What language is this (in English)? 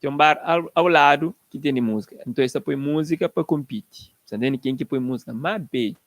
Kabuverdianu